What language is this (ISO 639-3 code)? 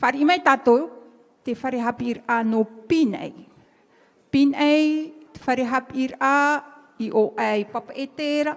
tah